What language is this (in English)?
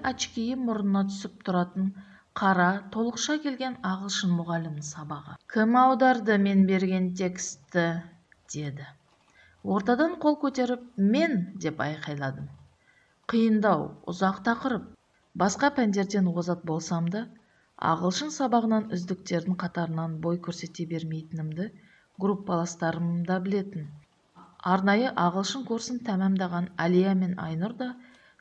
Kazakh